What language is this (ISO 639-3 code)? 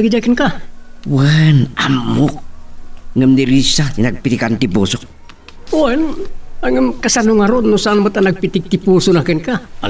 ilo